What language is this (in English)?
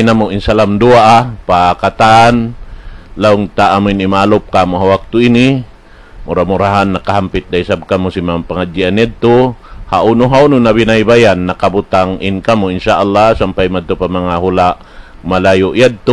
Tausug